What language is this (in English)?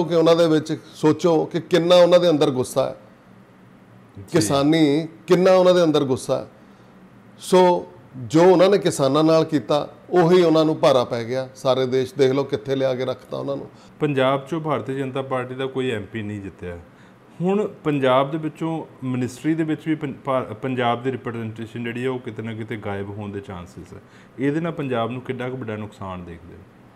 Punjabi